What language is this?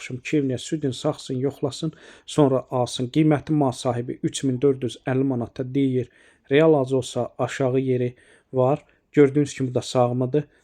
Azerbaijani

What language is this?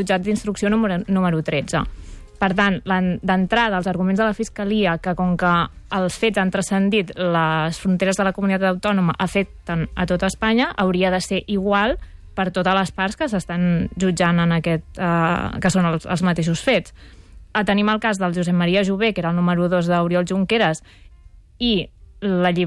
Catalan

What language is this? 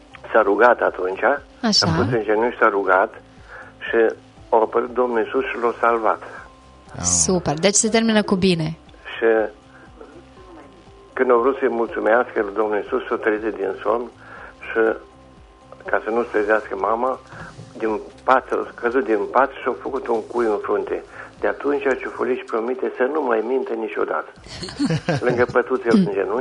Romanian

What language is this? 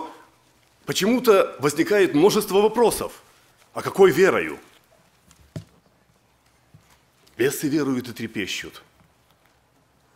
Russian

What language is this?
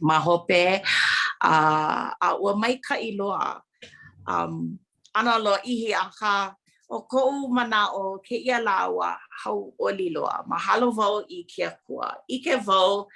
Hawaiian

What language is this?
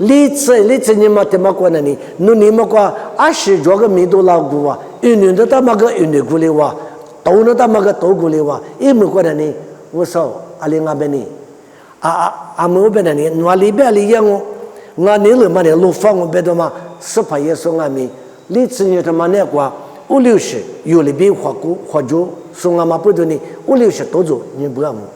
Lisu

